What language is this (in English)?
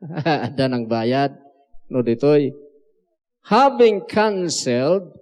Iloko